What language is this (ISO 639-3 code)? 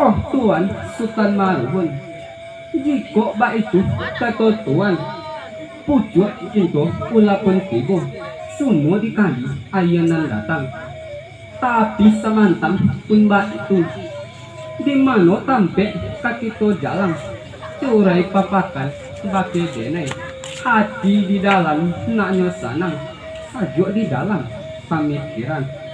min